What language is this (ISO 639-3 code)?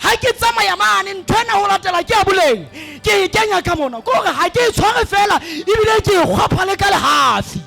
sot